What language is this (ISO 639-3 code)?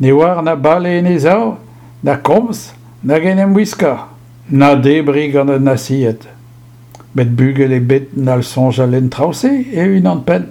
bre